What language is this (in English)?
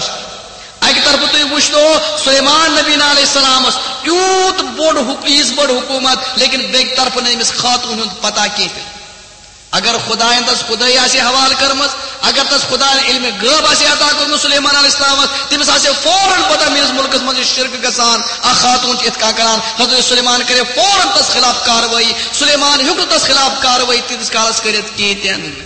Kashmiri